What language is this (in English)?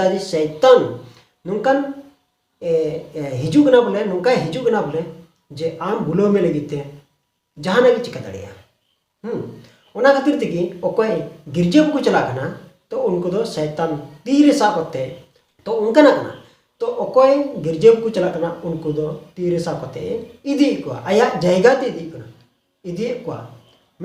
Santali